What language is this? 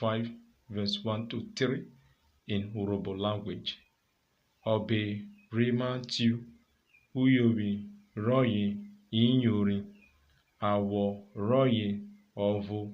Urhobo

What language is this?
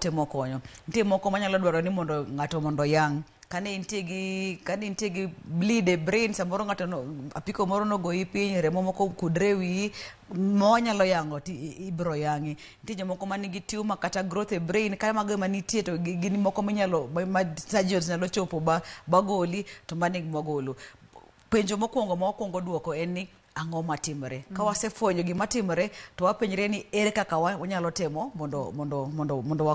Luo (Kenya and Tanzania)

